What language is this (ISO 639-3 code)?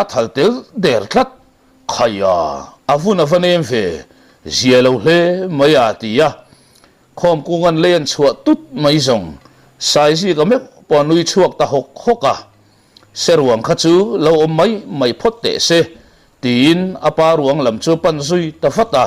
lus